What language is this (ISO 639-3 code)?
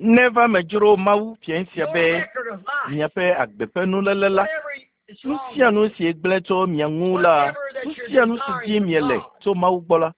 ewe